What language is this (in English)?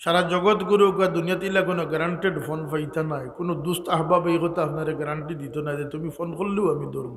Sylheti